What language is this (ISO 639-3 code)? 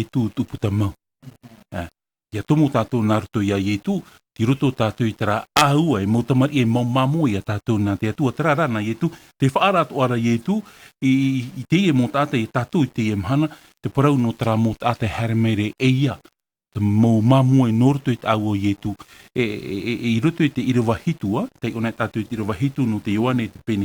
tah